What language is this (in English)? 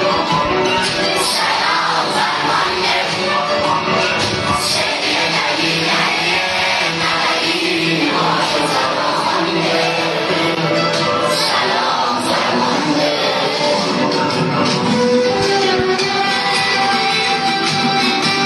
Persian